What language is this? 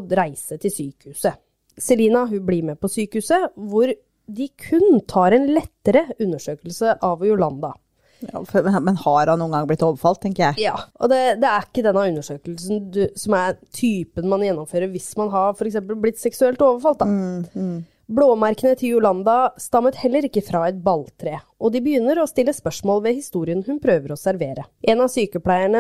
Norwegian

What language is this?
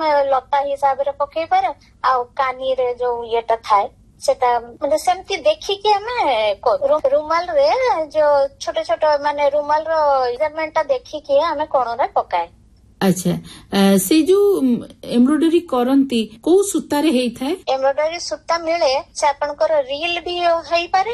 Odia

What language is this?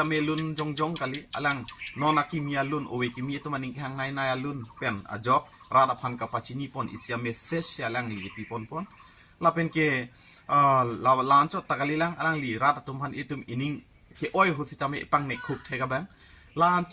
Karbi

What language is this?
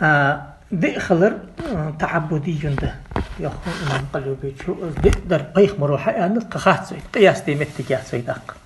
Ingush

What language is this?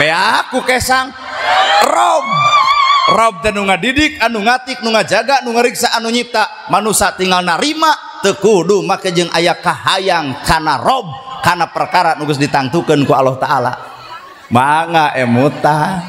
Sundanese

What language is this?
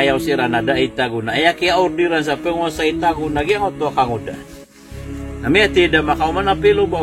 Maranao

